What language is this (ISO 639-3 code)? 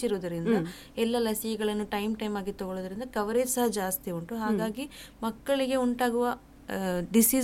kan